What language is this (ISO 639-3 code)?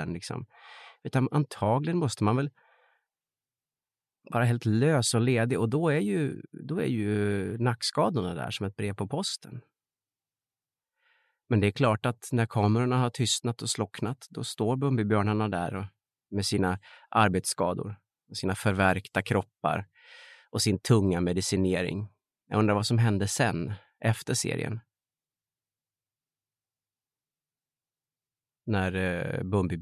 swe